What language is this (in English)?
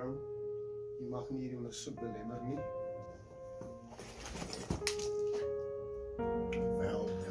Afrikaans